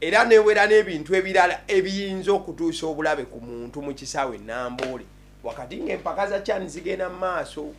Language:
Ganda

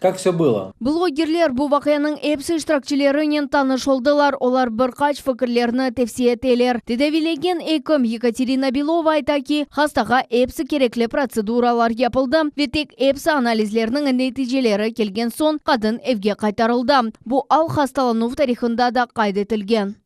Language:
Crimean Tatar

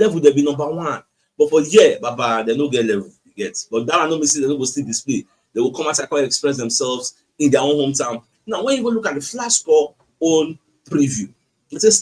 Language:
Nigerian Pidgin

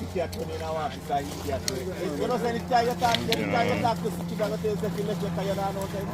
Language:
Jamaican Creole English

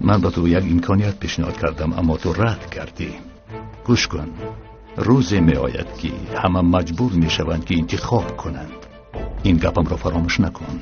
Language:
Tajik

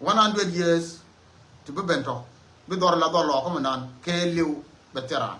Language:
Nuer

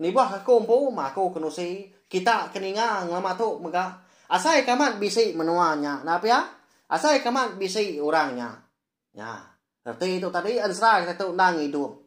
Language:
Iban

